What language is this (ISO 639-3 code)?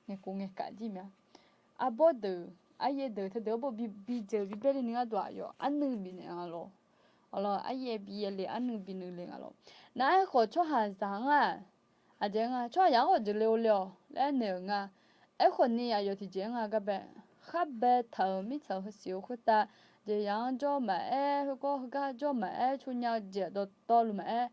ahk